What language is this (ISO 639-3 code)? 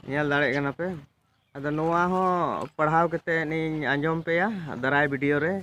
sat